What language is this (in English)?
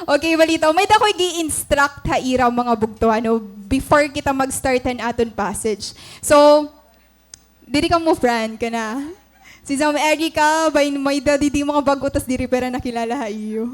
Waray